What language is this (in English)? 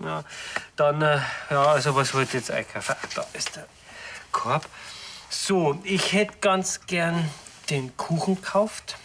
Bavarian